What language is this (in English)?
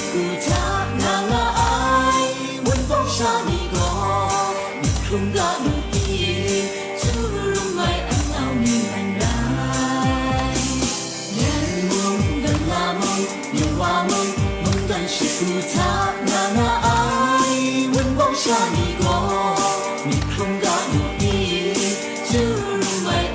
Kachin